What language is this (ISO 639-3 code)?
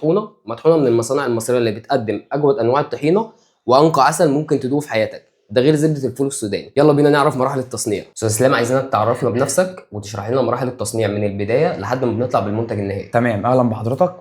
arz